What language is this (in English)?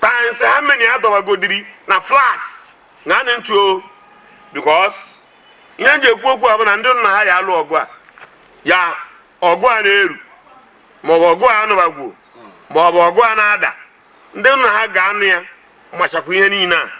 Igbo